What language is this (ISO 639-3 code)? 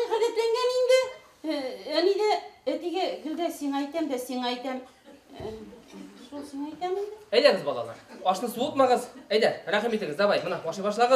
bak